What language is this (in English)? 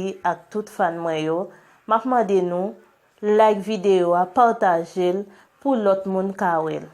Haitian Creole